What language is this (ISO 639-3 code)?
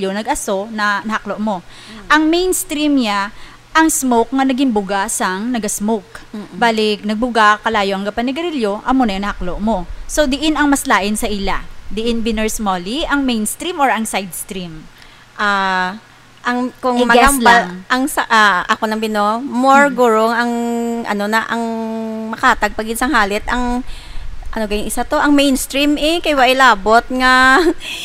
hil